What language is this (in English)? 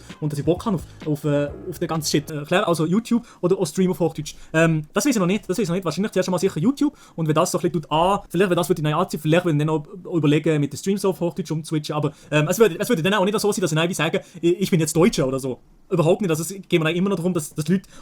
Swiss German